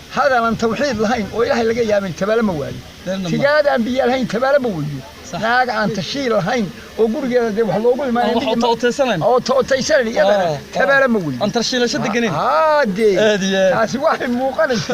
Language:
Somali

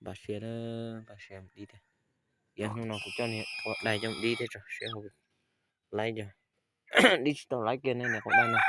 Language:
Hmong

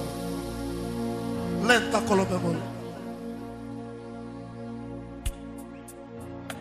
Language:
Romanian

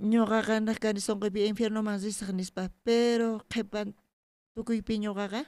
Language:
South Bolivian Quechua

